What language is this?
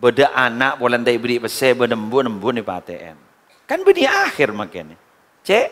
Madurese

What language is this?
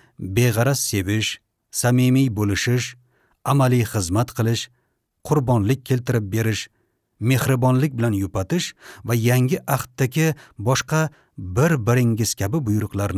Uzbek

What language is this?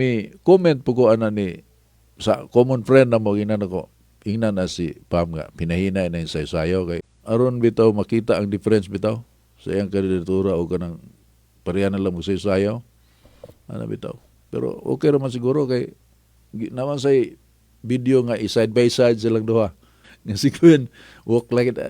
Cebuano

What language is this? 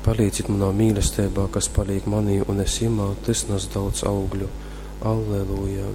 Latgalian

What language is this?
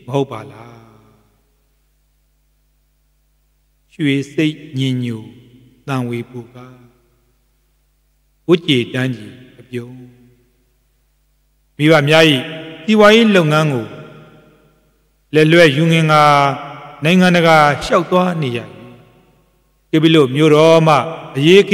Burmese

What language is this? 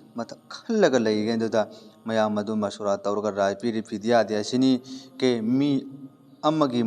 Manipuri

